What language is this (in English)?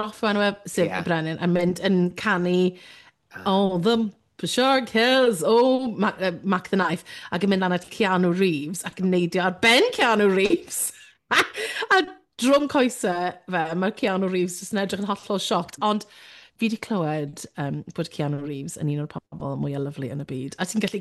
Welsh